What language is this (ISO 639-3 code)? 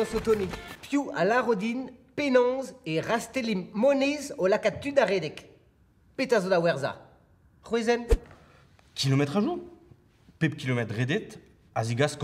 bre